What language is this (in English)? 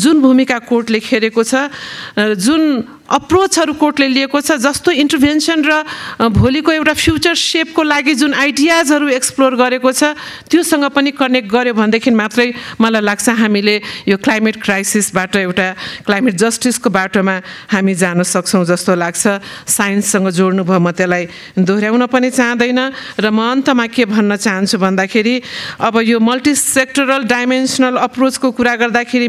Nepali